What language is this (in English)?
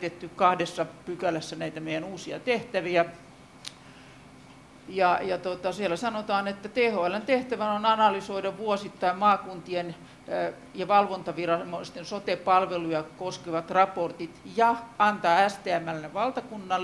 Finnish